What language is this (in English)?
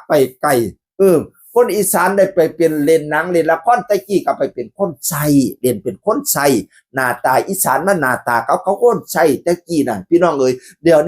Northeastern Thai